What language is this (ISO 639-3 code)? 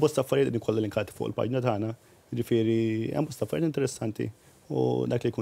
mlt